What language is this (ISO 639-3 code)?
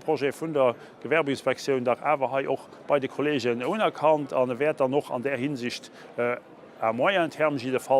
ltz